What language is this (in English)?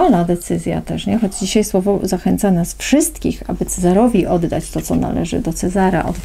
Polish